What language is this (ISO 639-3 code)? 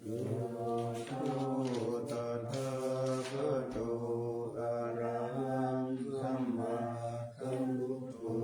pli